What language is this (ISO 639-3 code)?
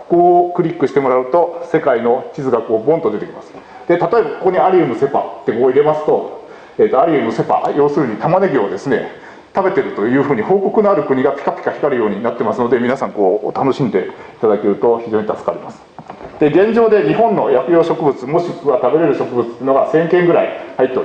jpn